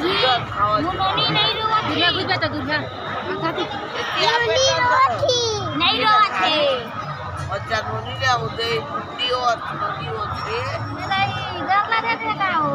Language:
Chhattisgarhi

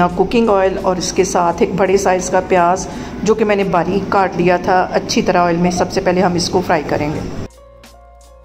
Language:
Hindi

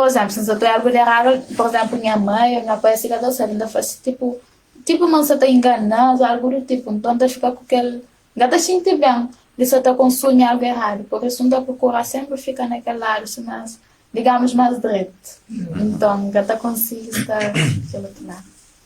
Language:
Kabuverdianu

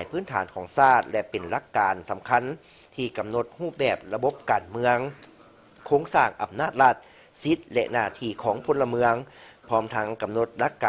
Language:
Lao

